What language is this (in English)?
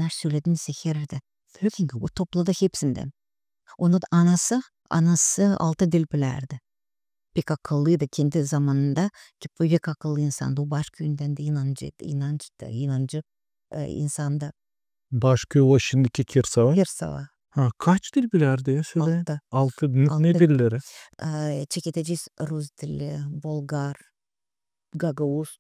Gagauz